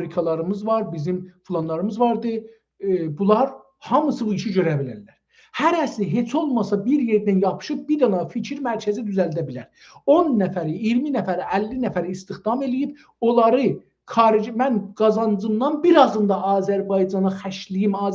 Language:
South Azerbaijani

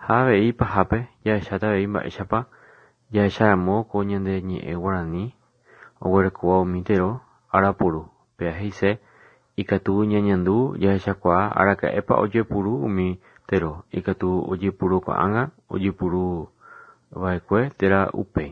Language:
Guarani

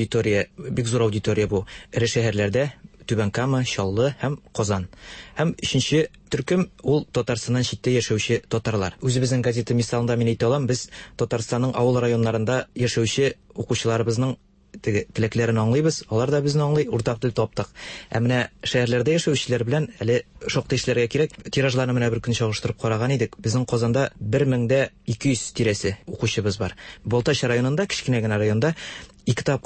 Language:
Tatar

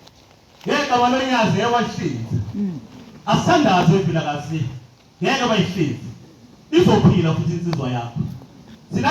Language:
Zulu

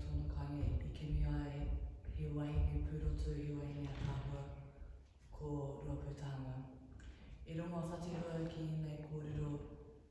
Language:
Māori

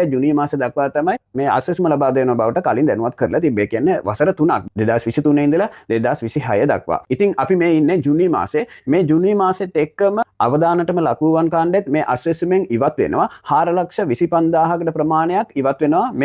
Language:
Sinhala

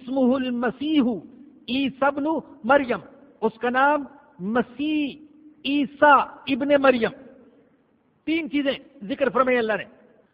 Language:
Urdu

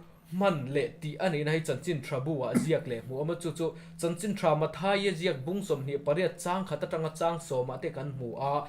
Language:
Mizo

